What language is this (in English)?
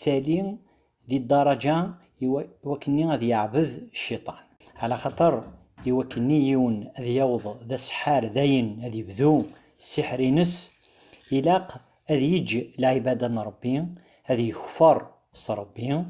Kabyle